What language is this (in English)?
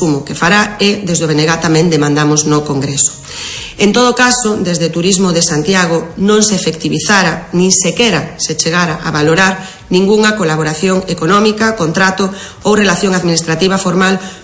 Galician